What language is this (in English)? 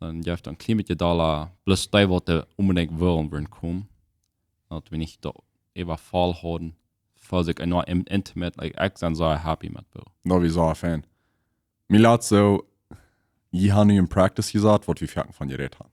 Plautdietsch